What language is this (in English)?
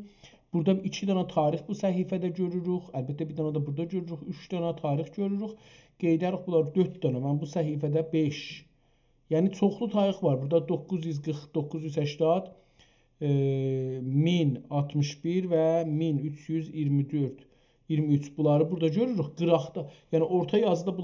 South Azerbaijani